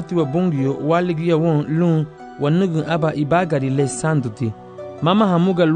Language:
Garifuna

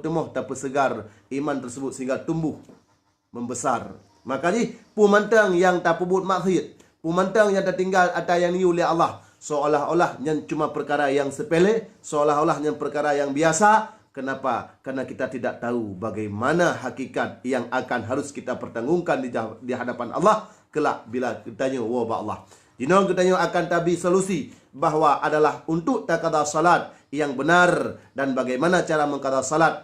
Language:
Achinese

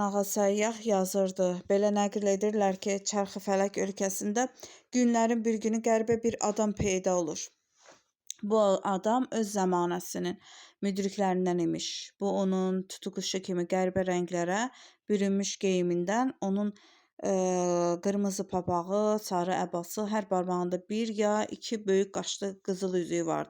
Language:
Azerbaijani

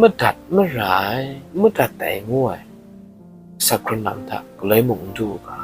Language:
Kachin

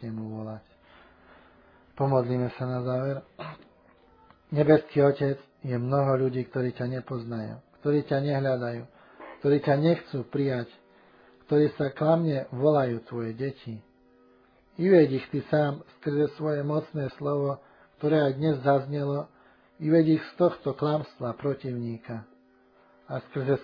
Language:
Slovak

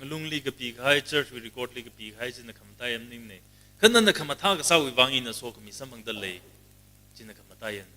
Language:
Tangkhul Naga (India)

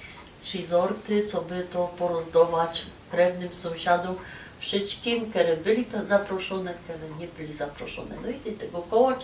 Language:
Silesian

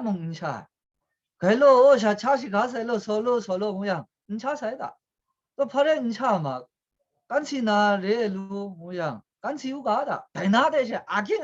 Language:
Kachin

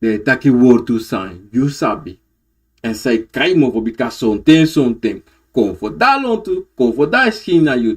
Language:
Sranan Tongo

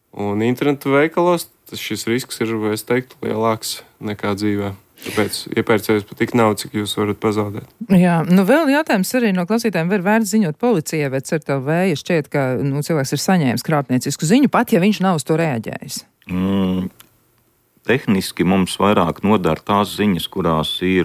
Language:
Latvian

